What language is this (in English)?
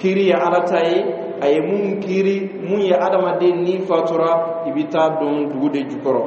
Bambara